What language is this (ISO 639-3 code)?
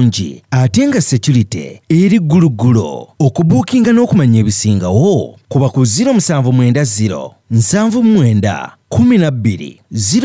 lug